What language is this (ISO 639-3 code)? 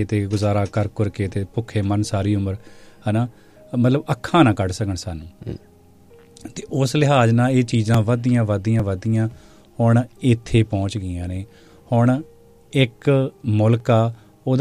pan